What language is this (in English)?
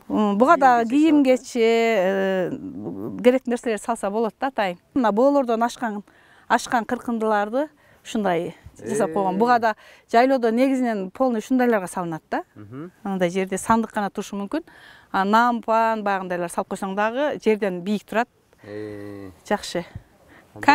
Kyrgyz